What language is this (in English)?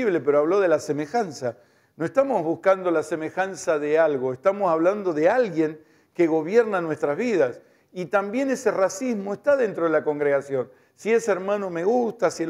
Spanish